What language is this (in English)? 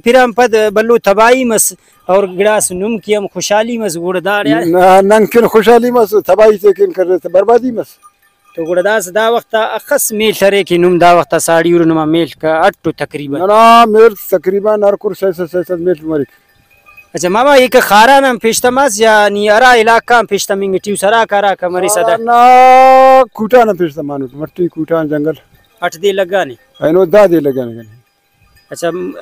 Brahui